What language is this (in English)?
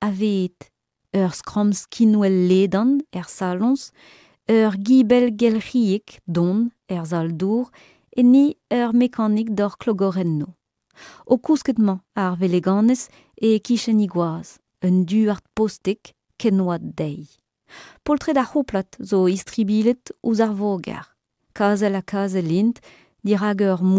Breton